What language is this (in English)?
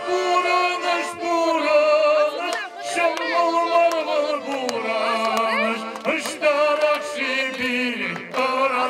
Chuvash